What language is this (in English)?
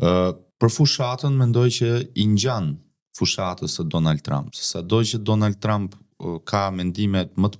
Albanian